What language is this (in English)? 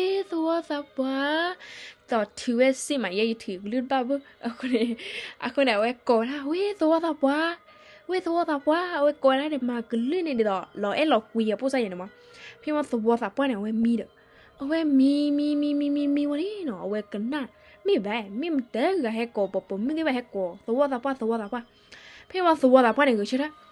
S'gaw Karen